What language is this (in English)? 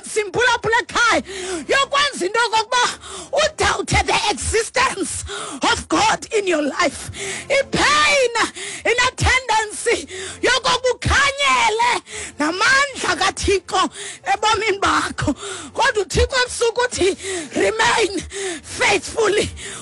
Xhosa